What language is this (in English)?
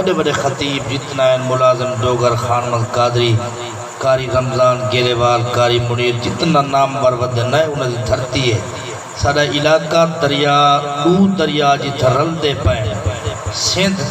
Saraiki